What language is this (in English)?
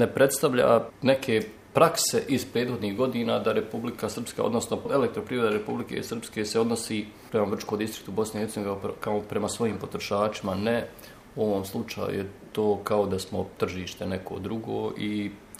Bosnian